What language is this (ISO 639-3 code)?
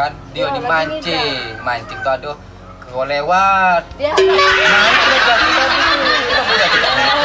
mui